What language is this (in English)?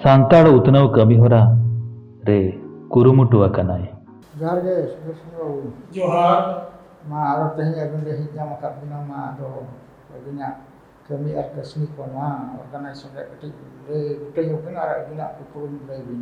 Santali